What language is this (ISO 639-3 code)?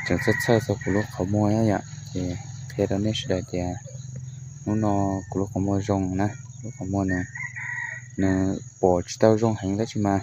hmn